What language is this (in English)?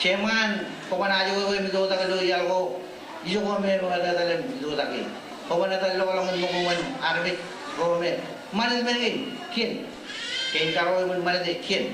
Marshallese